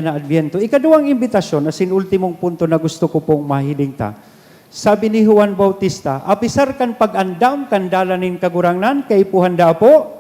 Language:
Bikol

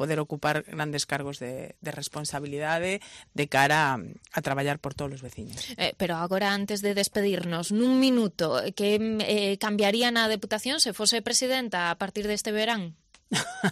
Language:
Galician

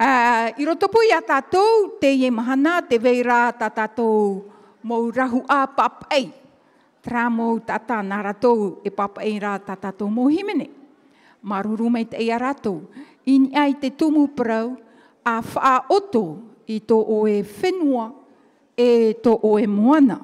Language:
Tahitian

